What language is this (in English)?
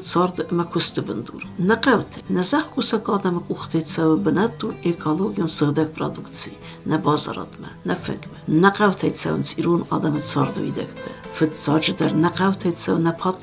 Ossetic